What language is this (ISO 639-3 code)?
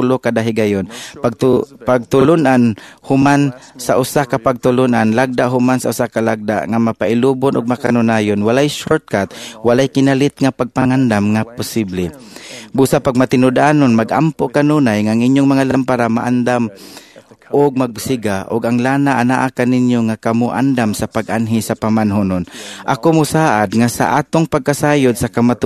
ceb